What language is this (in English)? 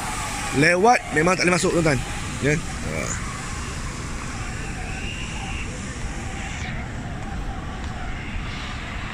Malay